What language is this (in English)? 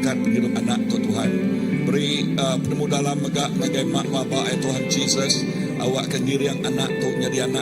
Iban